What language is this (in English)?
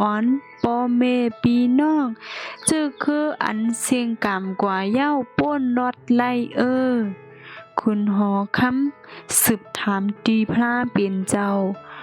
Shan